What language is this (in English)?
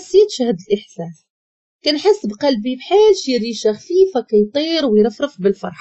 Moroccan Arabic